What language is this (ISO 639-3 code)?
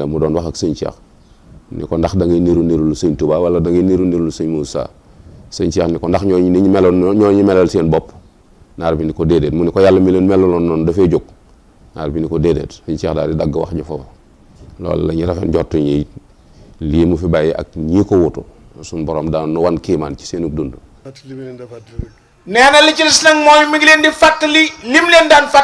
wol